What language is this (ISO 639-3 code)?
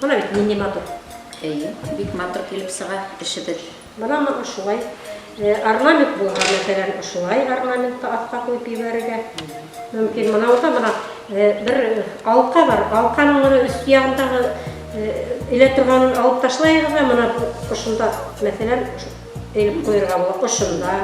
bak